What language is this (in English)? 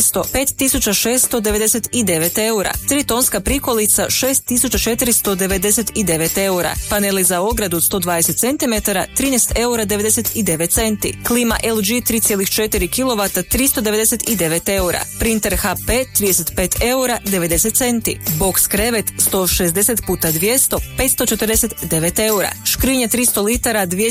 Croatian